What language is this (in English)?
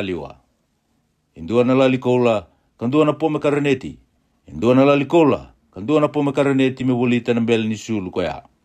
Fijian